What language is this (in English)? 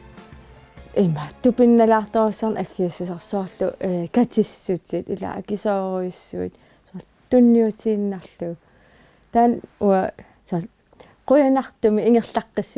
Kalaallisut